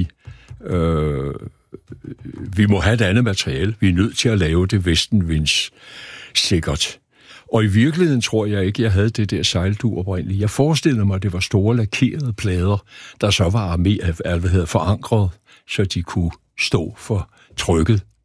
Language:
Danish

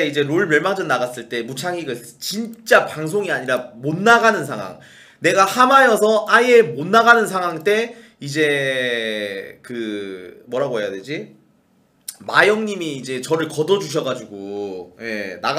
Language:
Korean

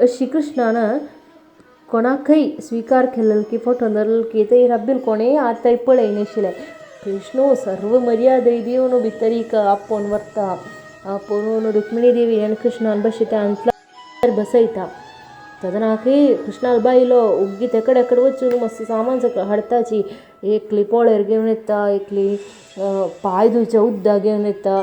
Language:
Konkani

